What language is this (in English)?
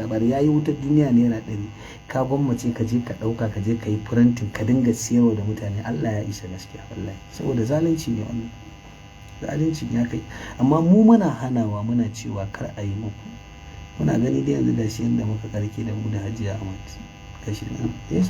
Hausa